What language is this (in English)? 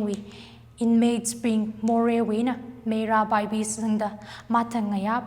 Tangkhul Naga (India)